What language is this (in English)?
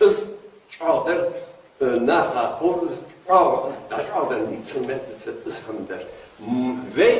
Ingush